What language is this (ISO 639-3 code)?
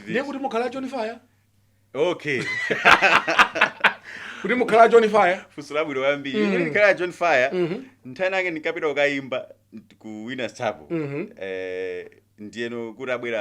nya